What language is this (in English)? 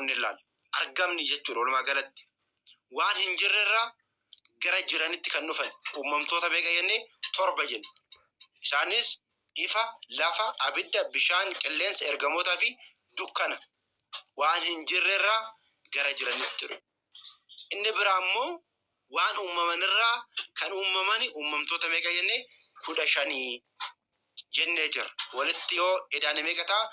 Oromo